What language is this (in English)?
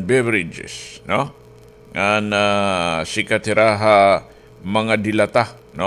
Waray